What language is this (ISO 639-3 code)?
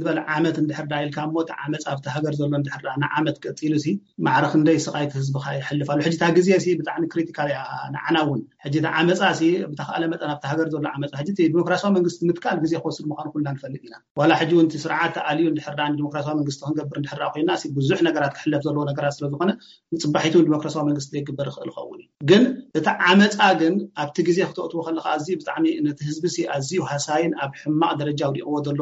tir